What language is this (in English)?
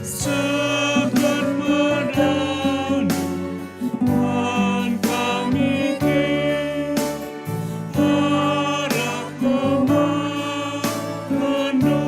Batak Karo